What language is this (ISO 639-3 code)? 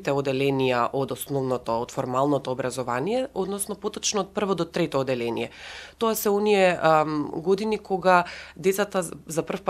mkd